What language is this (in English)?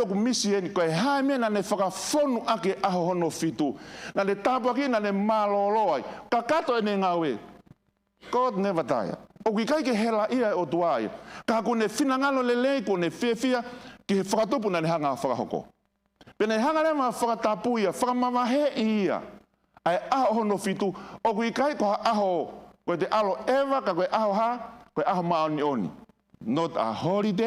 Tongan